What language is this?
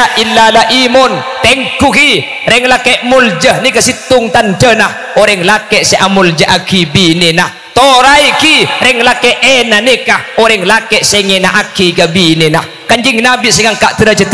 Madurese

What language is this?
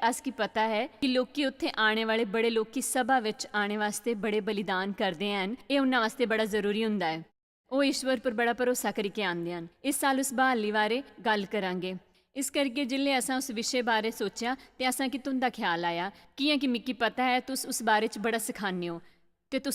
Dogri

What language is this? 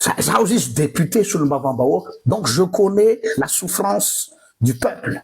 Malagasy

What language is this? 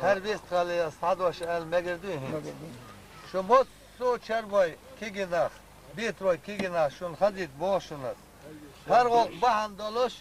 Chechen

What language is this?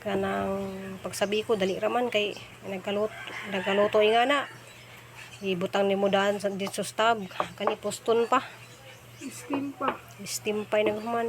Cebuano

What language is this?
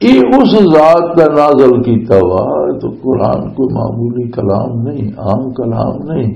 Western Panjabi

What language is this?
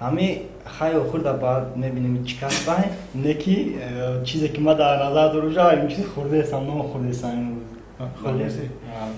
Tajik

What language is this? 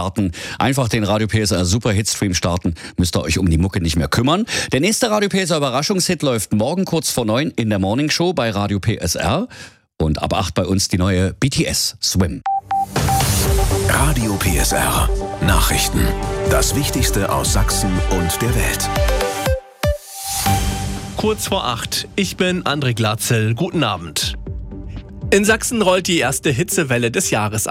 German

